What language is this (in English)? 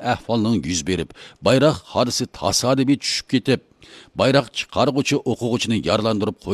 Uyghur